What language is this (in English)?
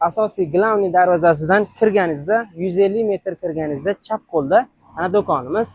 Uzbek